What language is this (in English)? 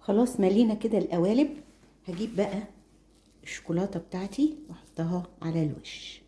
Egyptian Arabic